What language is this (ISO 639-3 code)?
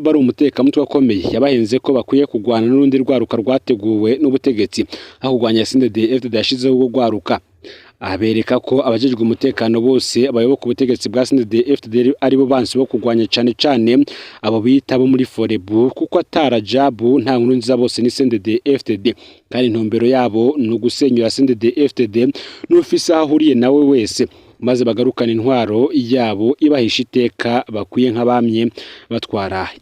run